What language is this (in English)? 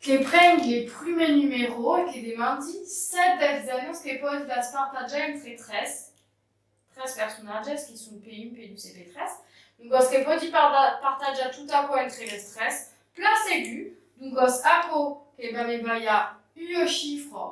Occitan